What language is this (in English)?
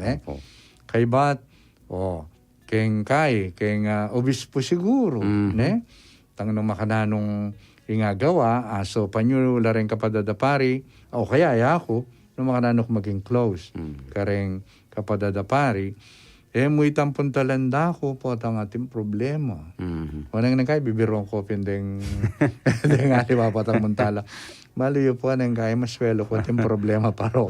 Pampanga